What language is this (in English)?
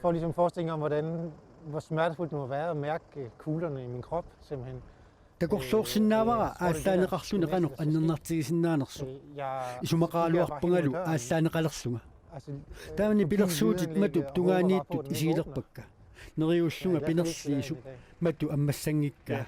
Kalaallisut